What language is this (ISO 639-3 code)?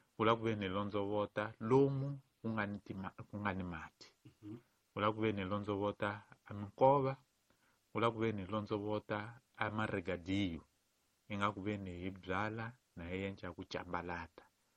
tso